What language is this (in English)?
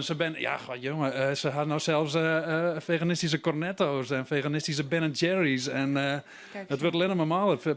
Western Frisian